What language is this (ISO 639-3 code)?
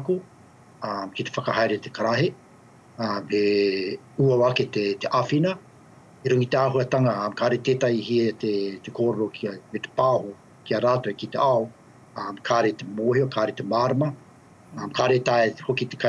mri